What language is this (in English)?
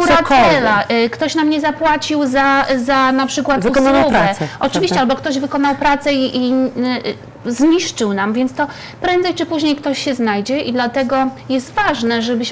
Polish